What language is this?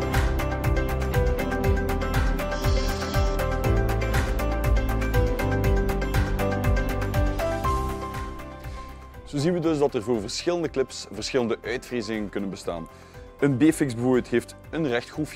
Dutch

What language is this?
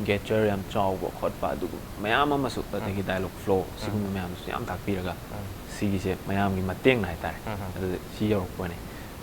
Manipuri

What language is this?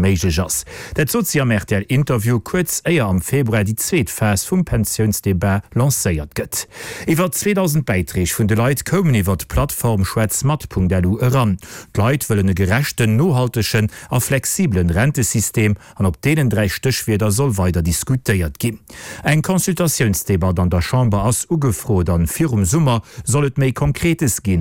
Luxembourgish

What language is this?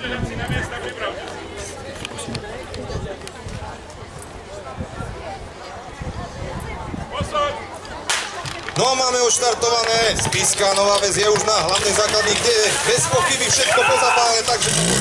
Slovak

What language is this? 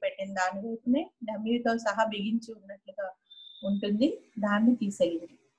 Telugu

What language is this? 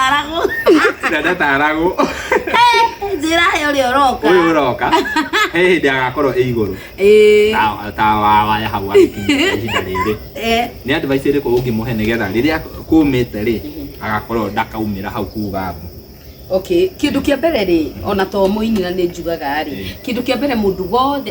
Kikuyu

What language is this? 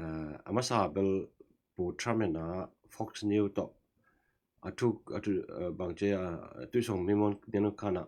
Tedim Chin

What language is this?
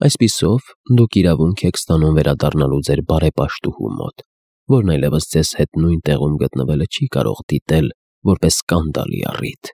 Armenian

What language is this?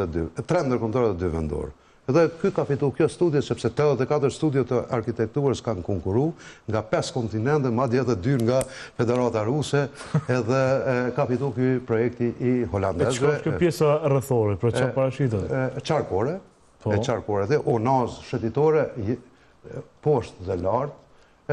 Albanian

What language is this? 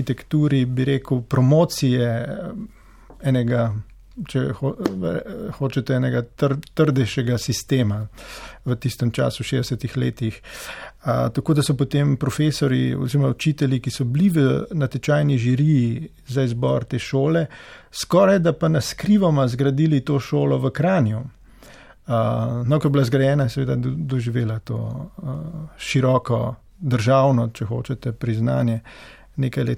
Slovenian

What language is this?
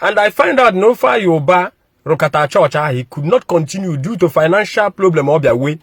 Igbo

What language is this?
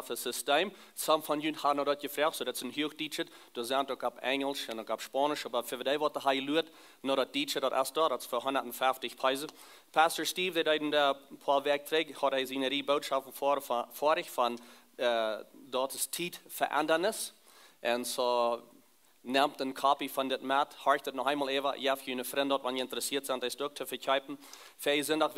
Plautdietsch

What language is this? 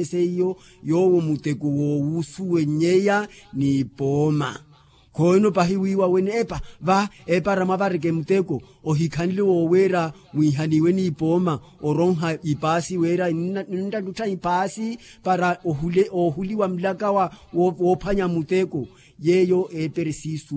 Makhuwa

